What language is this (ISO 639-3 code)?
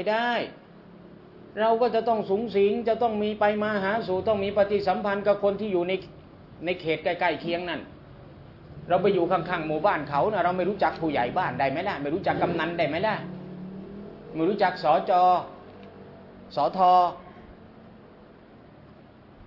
tha